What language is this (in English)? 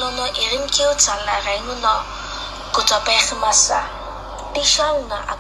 Sumi Naga